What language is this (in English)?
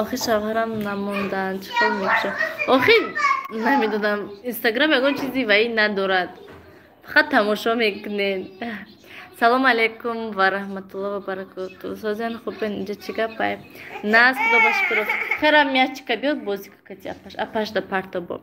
Tajik